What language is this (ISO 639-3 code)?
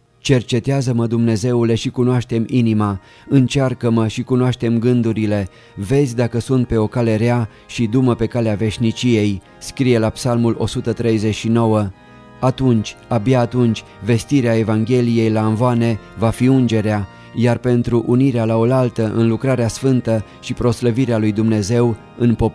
ron